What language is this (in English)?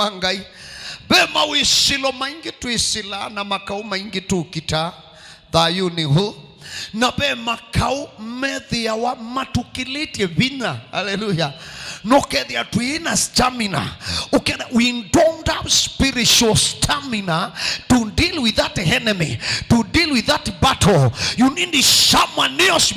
Kamba